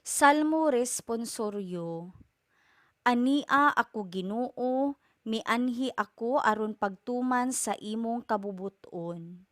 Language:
Cebuano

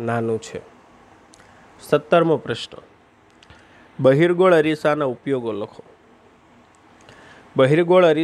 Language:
Gujarati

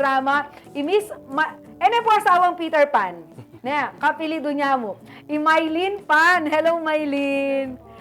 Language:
Pampanga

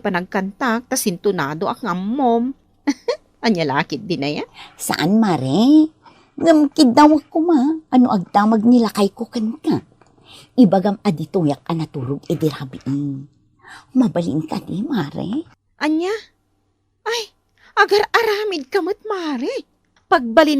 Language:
Iloko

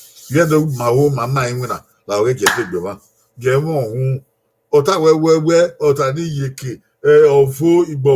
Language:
Bini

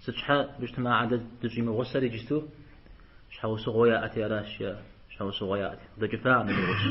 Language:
Kabardian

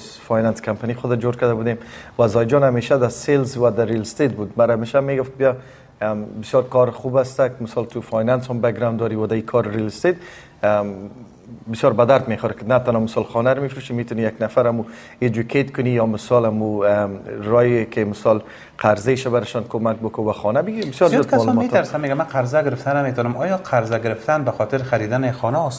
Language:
Persian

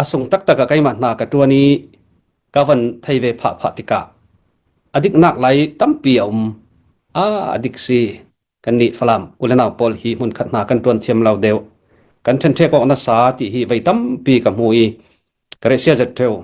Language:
Falam Chin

